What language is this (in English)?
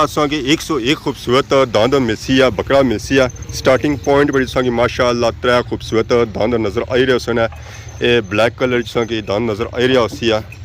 Pahari-Potwari